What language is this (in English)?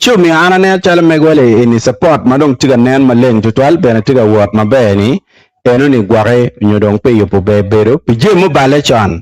Acoli